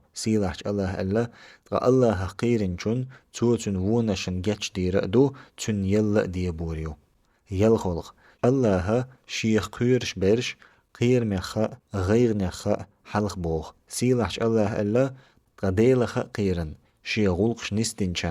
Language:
Chechen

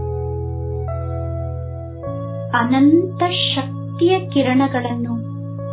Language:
Kannada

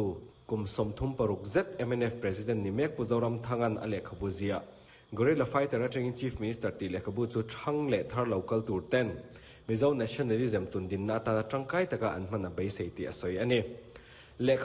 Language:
Mizo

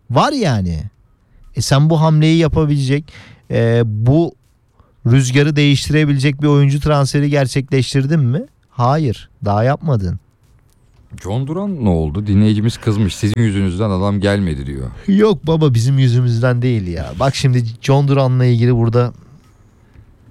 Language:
Turkish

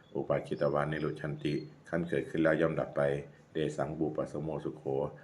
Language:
Pali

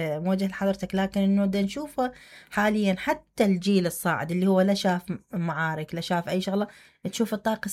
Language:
Mesopotamian Arabic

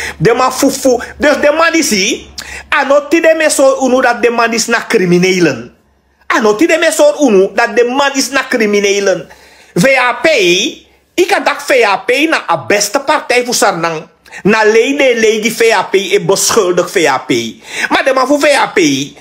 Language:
Sranan Tongo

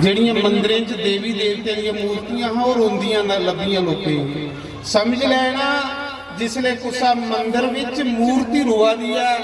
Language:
Dogri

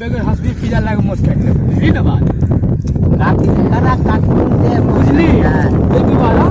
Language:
Maithili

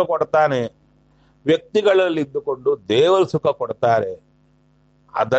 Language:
Kannada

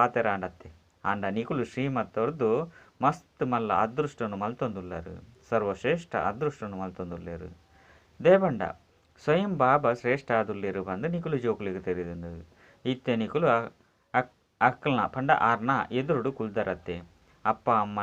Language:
Tulu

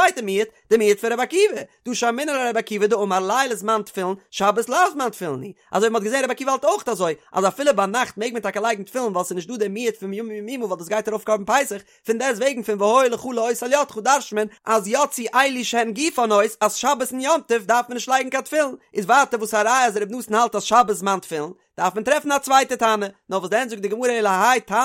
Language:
Yiddish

